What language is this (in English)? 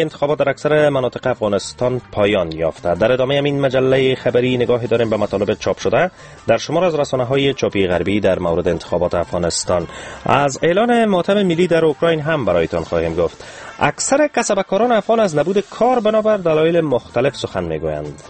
Persian